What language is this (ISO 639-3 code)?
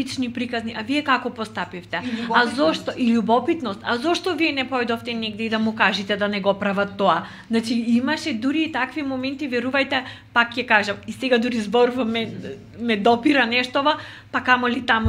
mkd